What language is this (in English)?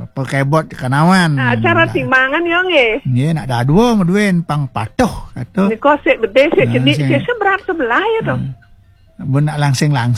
Balinese